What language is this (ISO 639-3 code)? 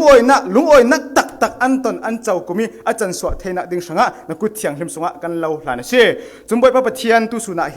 cfm